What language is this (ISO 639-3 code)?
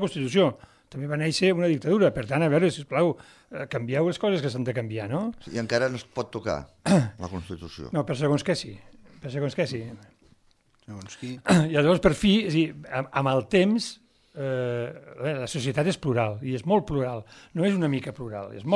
cat